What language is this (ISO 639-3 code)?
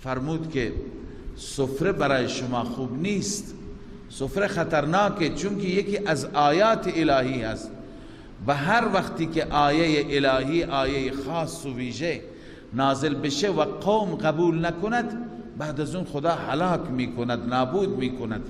fas